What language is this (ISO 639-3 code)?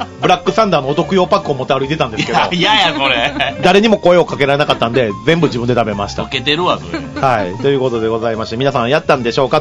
jpn